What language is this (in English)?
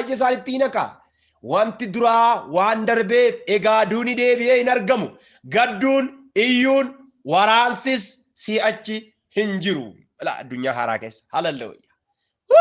Oromo